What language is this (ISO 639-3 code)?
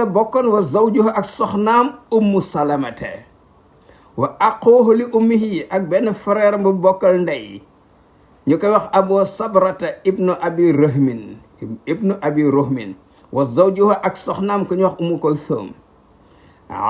wol